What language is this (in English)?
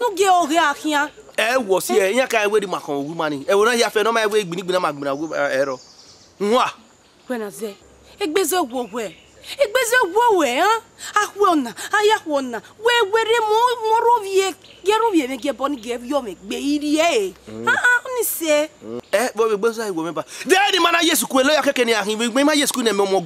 Bini